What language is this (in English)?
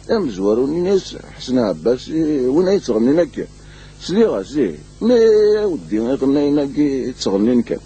Kabyle